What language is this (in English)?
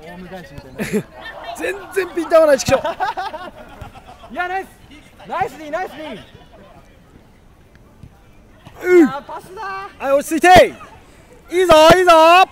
Japanese